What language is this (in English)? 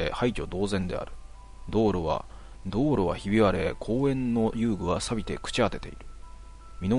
Japanese